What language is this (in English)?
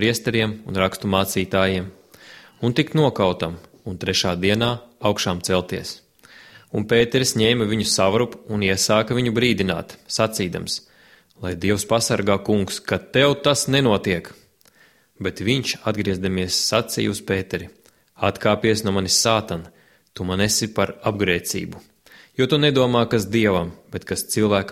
Latvian